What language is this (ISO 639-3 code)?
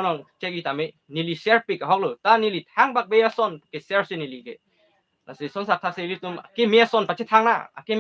mjw